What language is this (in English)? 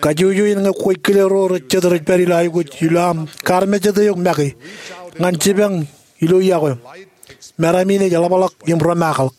Marshallese